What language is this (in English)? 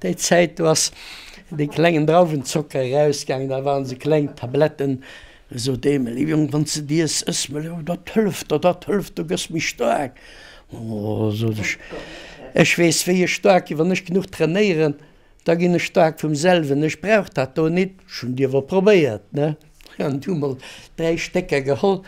Luxembourgish